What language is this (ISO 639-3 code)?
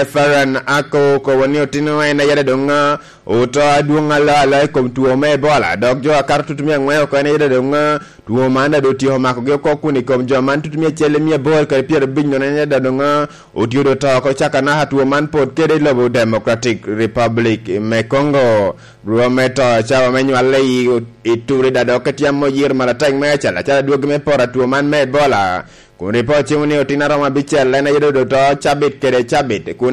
laj